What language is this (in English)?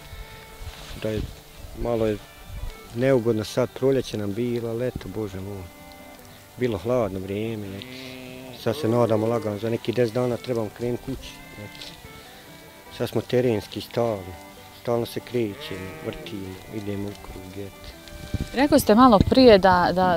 Bosnian